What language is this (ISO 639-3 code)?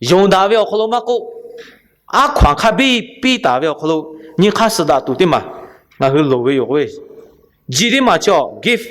lhu